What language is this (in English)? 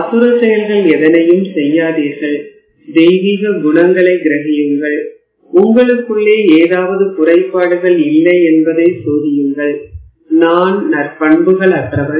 Tamil